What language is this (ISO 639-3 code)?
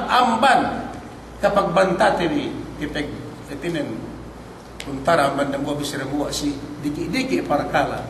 yka